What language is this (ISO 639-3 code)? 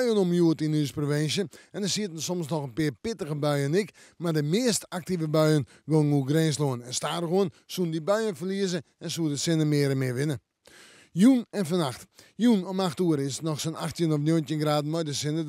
fry